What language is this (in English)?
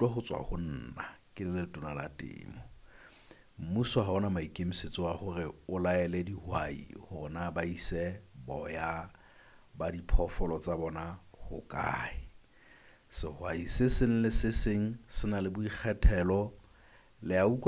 Southern Sotho